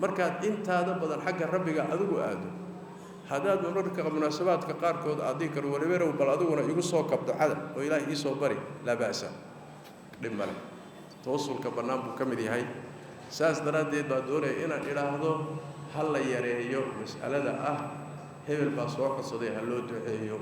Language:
Somali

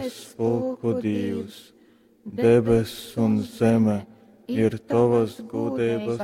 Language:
Latgalian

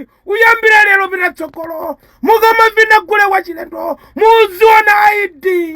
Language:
Nyanja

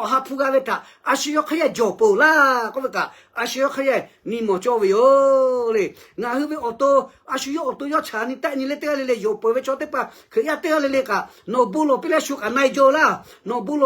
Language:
Lahu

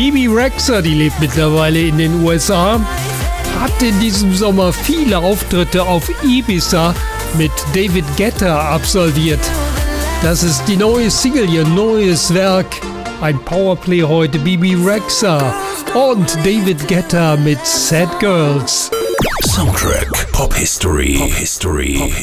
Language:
German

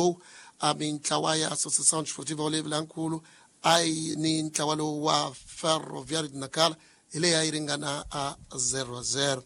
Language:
Tsonga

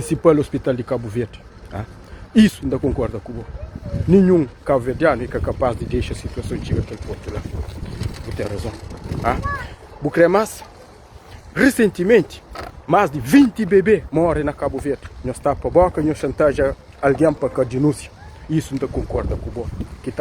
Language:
Kabuverdianu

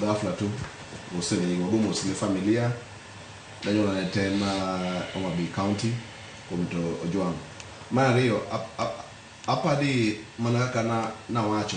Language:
Luo (Kenya and Tanzania)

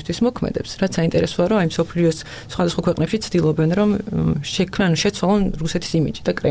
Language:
Georgian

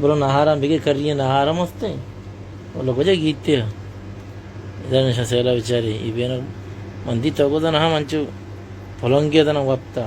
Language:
Baluchi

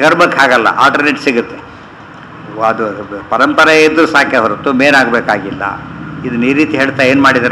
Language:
Kannada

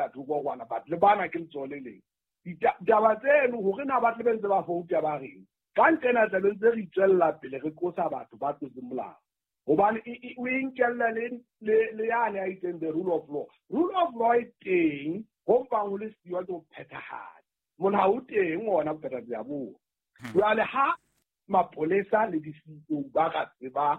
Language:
Southern Sotho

